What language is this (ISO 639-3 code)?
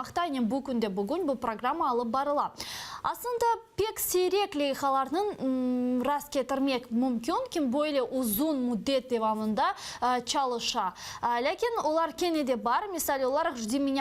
crh